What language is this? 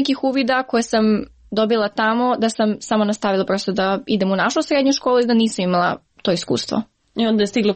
Serbian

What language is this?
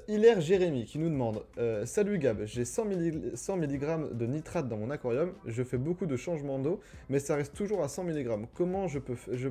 French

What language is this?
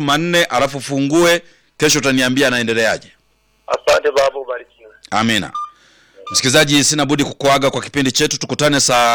Swahili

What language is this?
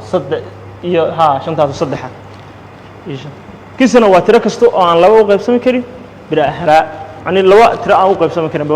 Somali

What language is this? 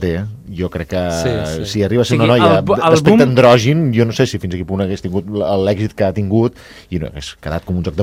Catalan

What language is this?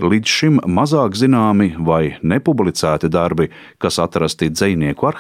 Latvian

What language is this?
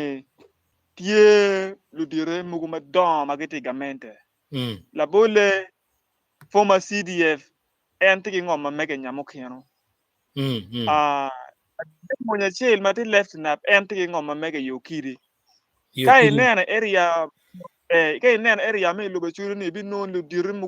Acoli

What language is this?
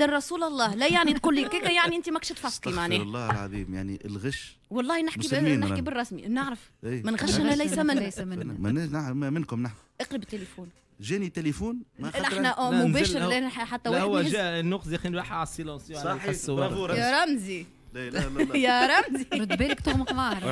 Tunisian Arabic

